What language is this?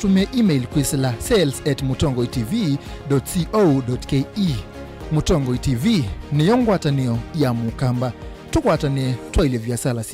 Kamba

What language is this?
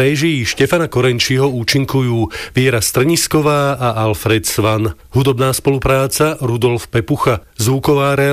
Slovak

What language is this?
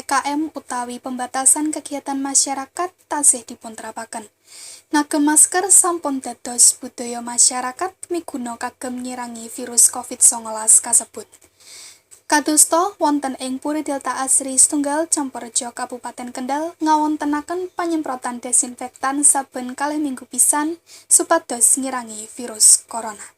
Javanese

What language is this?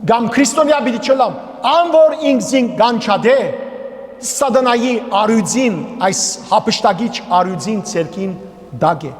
Western Armenian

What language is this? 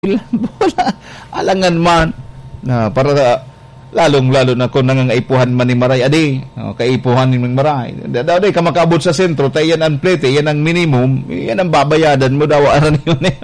Bikol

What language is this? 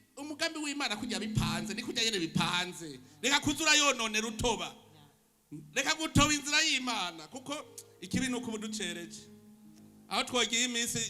Rundi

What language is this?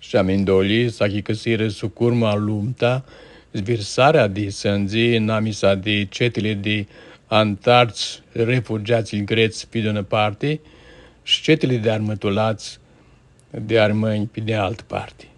Aromanian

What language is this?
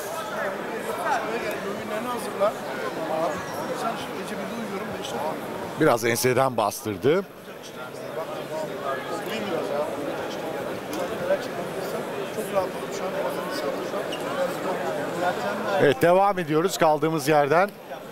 Turkish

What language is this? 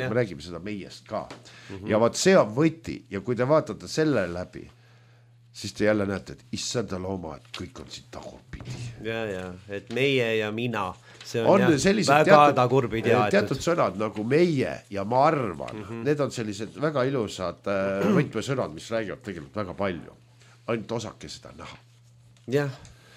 Estonian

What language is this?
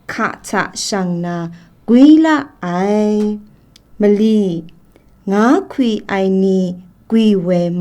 Kachin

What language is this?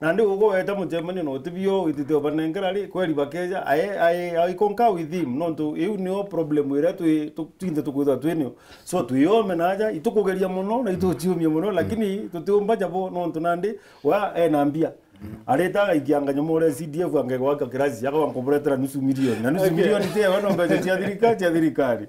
Meru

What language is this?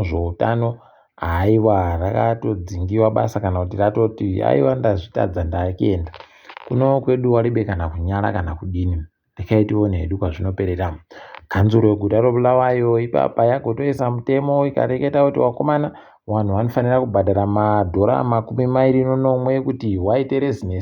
Ndau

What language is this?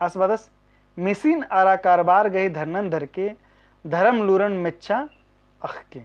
Kurukh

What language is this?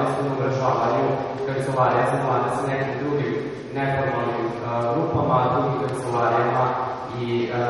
Serbian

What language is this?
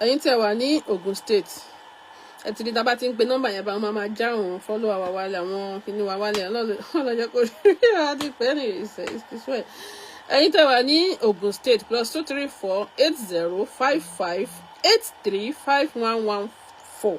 Yoruba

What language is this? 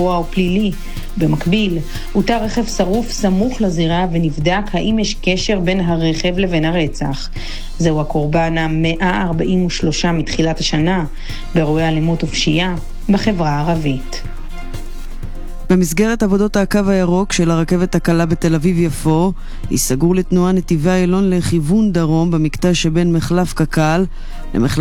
Hebrew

